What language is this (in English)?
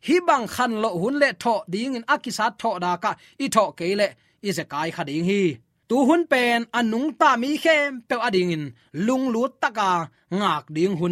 Tedim Chin